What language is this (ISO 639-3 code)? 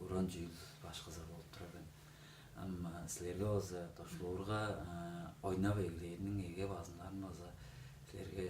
tyv